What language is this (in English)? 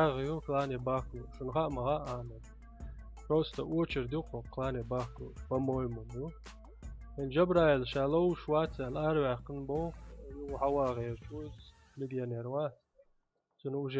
Chechen